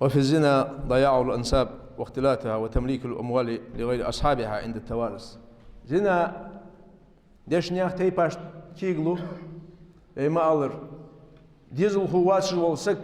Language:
Ingush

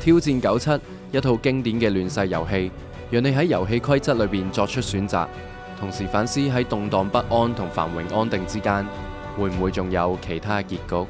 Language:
Cantonese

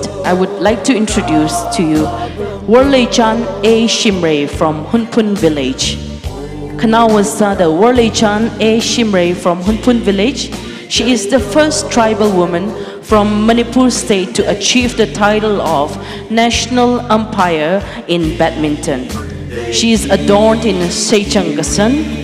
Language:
Tangkhul Naga (India)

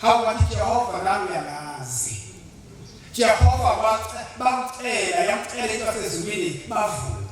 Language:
Zulu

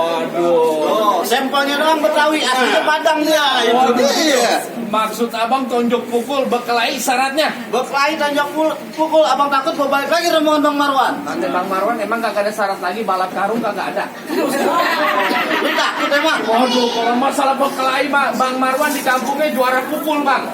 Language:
Betawi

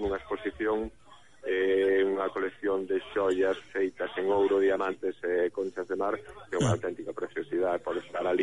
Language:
Galician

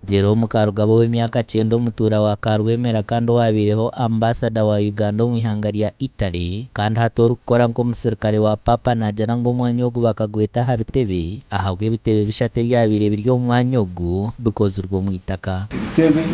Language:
Nyankole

